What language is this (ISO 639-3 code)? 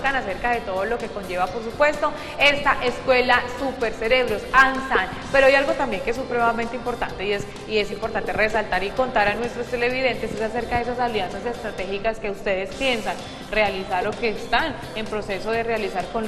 spa